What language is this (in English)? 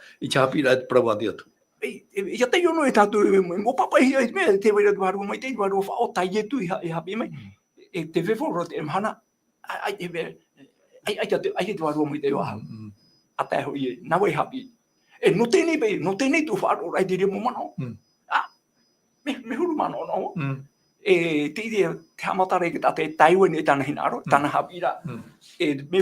Tahitian